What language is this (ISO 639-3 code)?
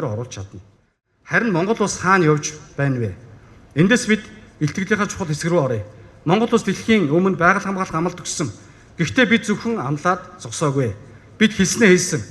mon